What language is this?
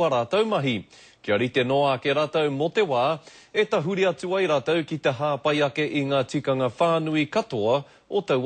Māori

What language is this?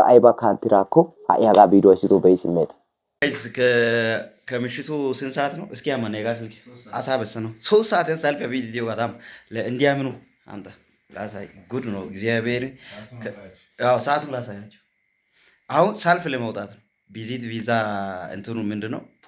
Amharic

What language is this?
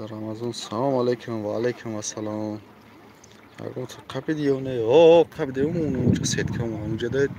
Tajik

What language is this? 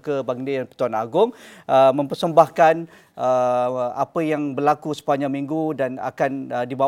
Malay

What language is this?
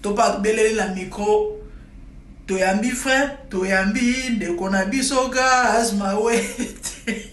Lingala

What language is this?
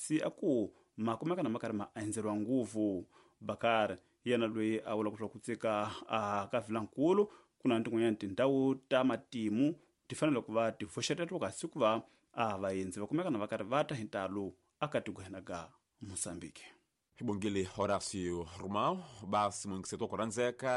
Tsonga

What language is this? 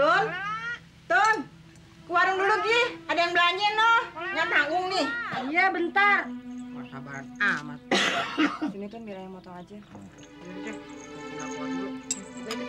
Betawi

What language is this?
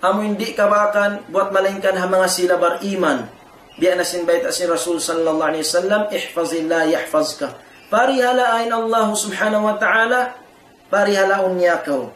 Tausug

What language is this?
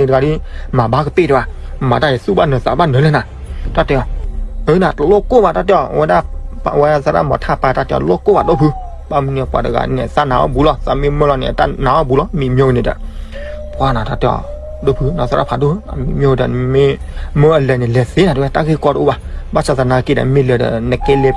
S'gaw Karen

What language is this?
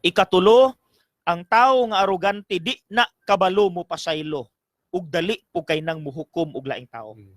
Cebuano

